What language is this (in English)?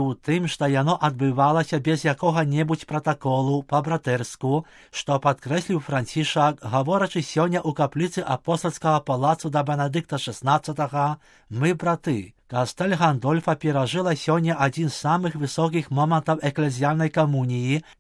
Belarusian